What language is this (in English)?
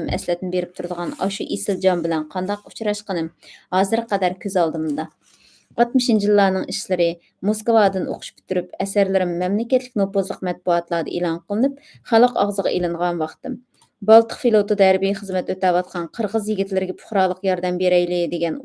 Uyghur